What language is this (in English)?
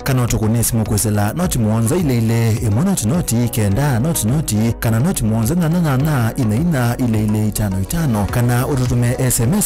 Kamba